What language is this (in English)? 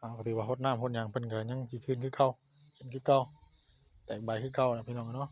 Northeastern Thai